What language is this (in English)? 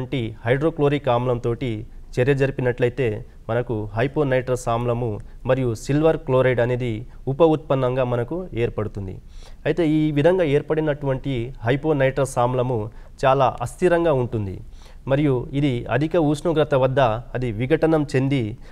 Telugu